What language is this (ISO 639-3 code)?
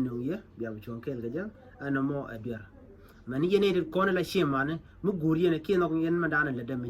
nus